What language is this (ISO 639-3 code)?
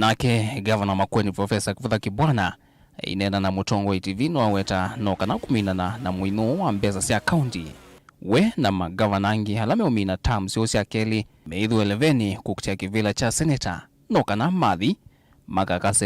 kam